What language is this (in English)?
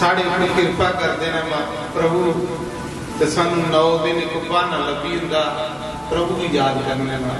Dogri